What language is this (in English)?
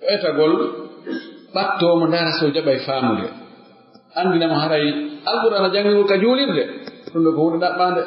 Pular